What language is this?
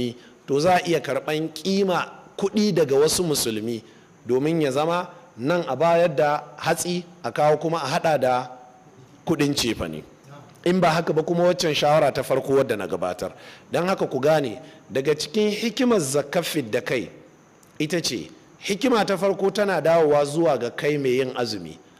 Hausa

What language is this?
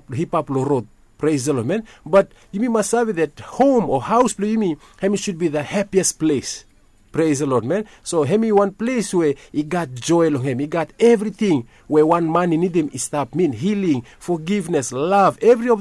Bislama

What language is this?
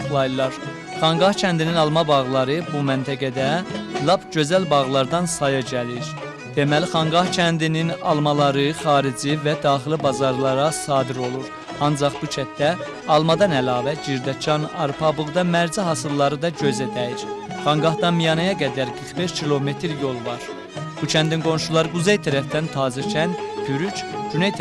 South Azerbaijani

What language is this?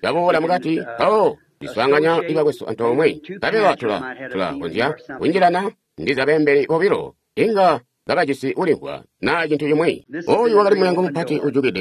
Tonga (Zambia)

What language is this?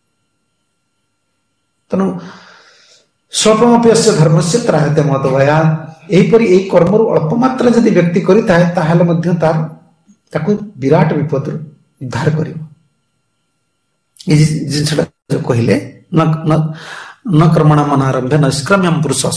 Odia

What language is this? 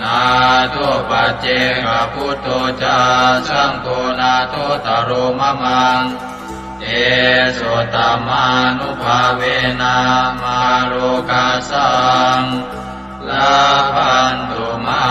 Pali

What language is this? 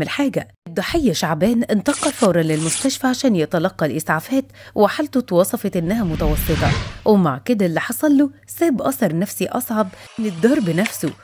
Egyptian Arabic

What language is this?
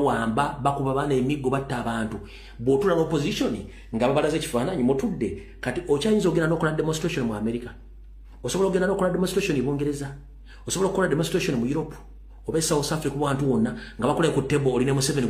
Ganda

